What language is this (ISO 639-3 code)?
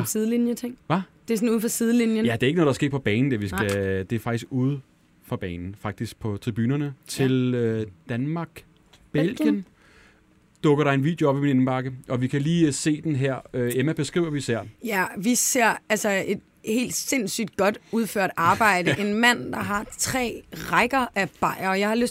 dan